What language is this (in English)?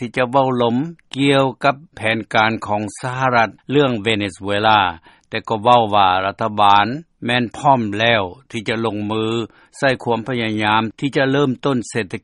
Lao